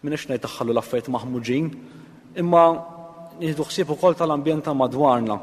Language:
Maltese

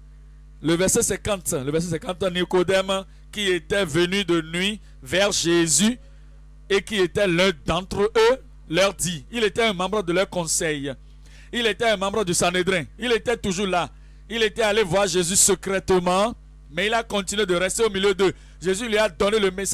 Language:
French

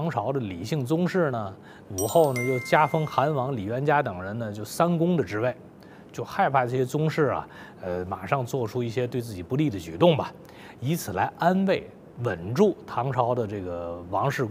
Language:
Chinese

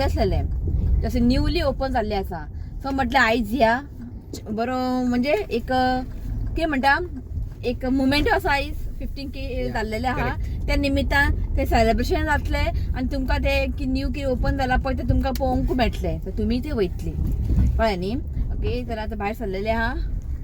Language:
Konkani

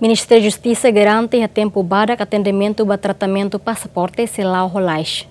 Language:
Tetum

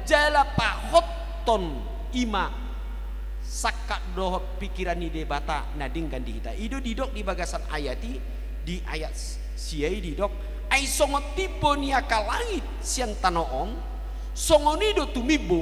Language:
Batak Toba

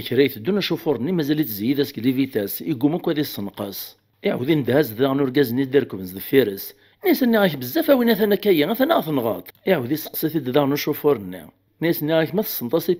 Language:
Kabyle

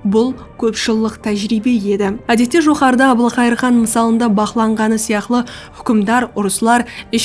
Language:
Kara-Kalpak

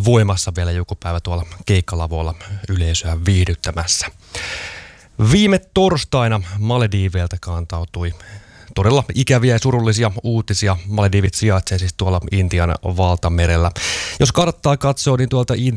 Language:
Finnish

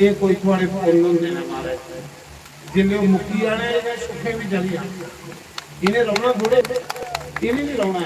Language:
Dogri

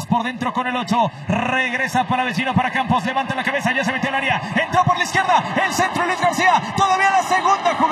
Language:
Spanish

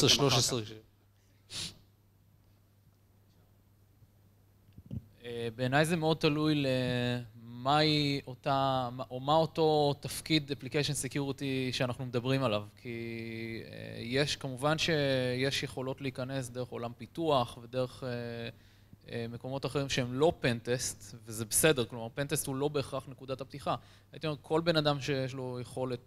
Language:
Hebrew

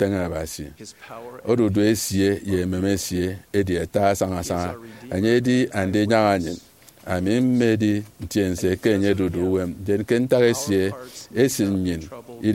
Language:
Efik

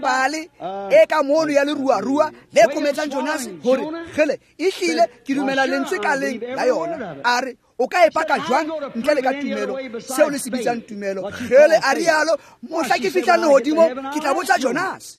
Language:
Tswana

